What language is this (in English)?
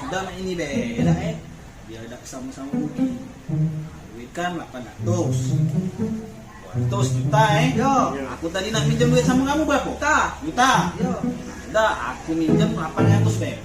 Musi